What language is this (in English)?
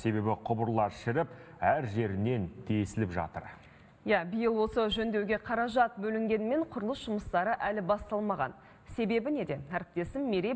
Kazakh